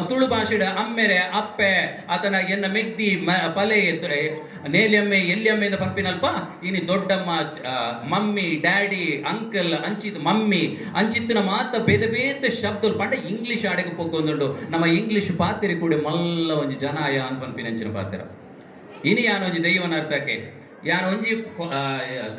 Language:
Tulu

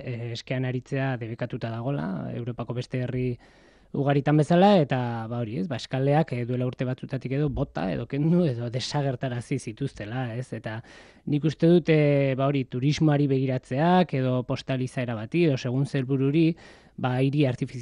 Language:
Basque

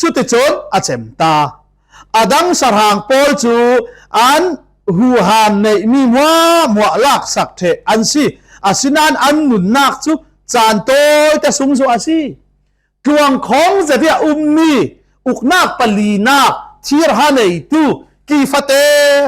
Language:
Falam Chin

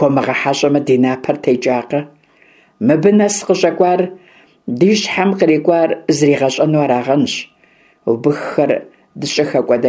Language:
Kabardian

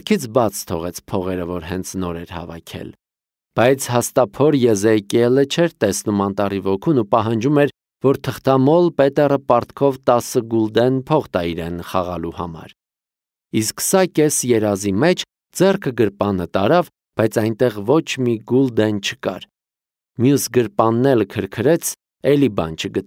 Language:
Armenian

